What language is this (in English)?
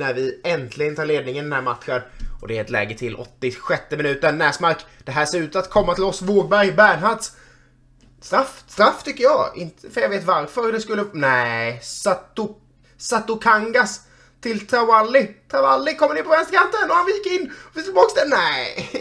Swedish